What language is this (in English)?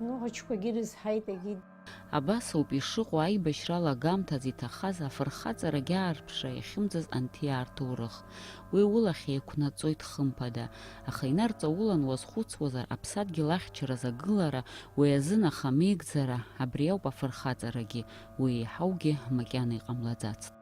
Abkhazian